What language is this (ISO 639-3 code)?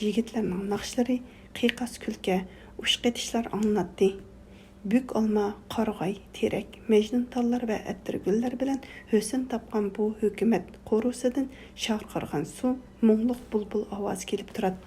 uig